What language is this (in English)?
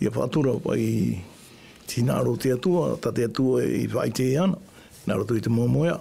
Tahitian